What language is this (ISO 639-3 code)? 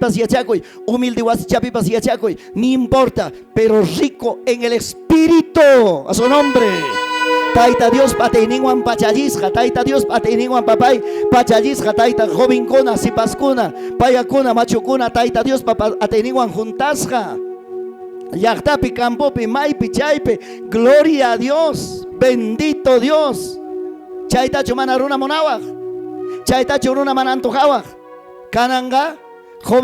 quy